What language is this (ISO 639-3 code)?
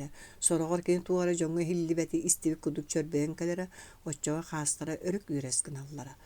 sah